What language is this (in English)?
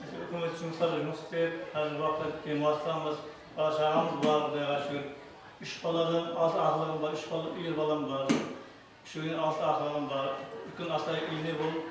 Kara-Kalpak